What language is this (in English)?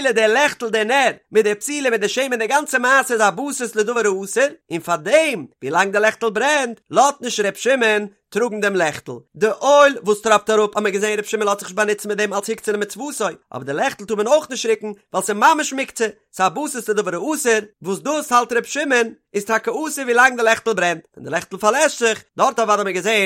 Yiddish